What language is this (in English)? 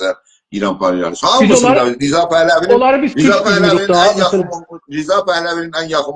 South Azerbaijani